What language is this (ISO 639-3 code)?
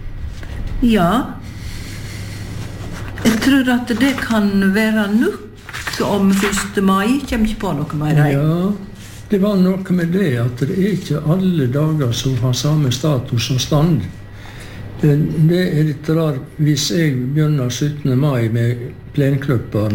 nor